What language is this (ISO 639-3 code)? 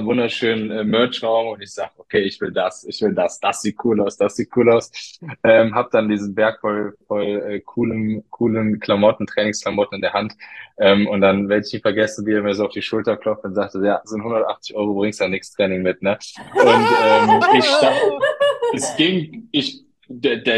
deu